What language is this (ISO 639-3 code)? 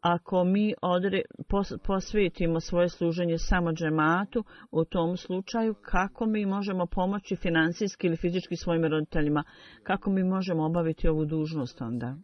bos